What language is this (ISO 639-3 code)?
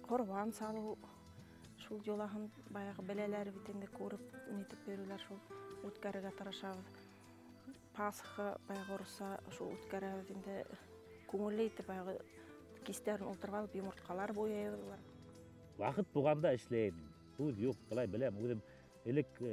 bak